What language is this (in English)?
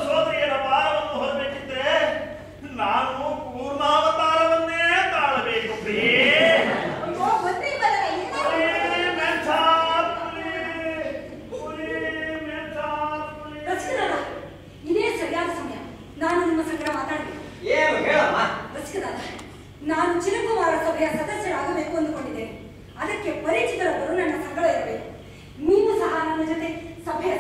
Kannada